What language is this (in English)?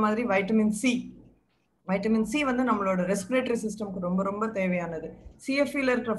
Tamil